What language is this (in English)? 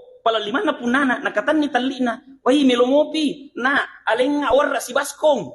Buginese